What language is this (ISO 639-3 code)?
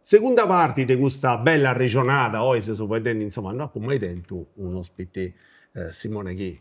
srd